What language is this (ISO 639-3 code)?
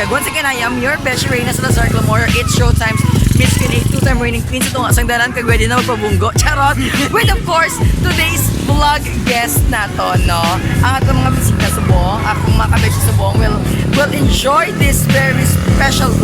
hil